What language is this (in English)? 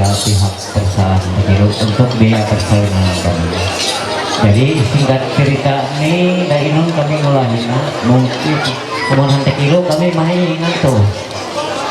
Ma'anyan